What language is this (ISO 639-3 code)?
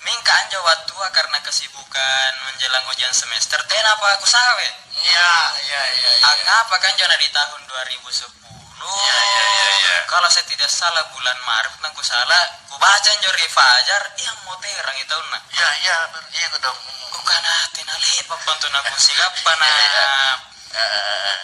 mak